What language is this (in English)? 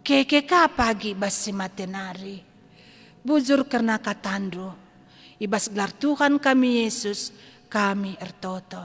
Batak Karo